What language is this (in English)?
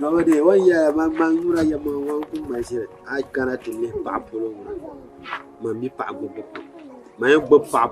Dagbani